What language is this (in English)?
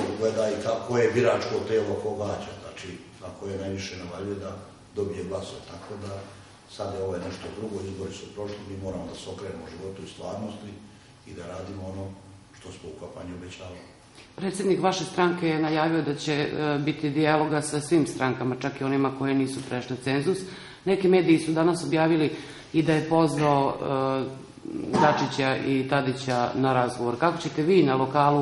Serbian